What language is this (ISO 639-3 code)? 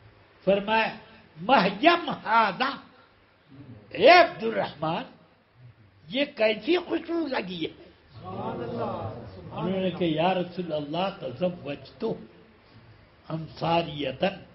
urd